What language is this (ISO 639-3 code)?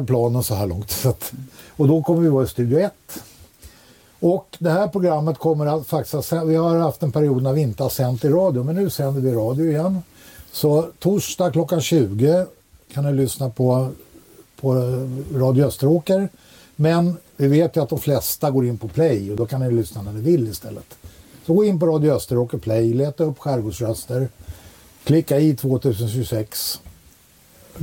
swe